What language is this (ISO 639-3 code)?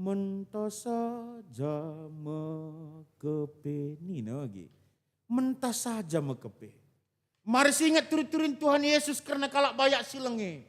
btx